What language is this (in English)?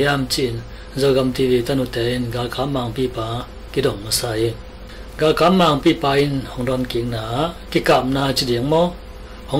Tedim Chin